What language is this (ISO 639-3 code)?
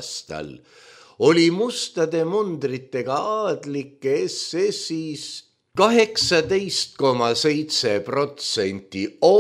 est